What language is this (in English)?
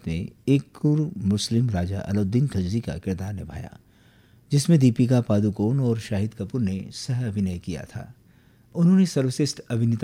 Hindi